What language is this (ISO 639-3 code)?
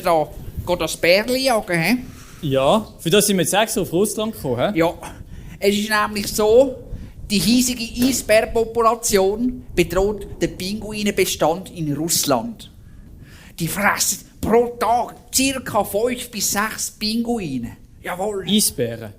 gsw